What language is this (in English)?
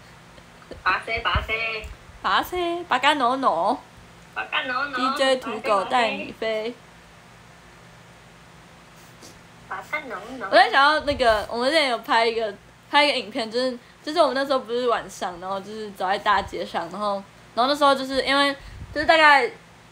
Chinese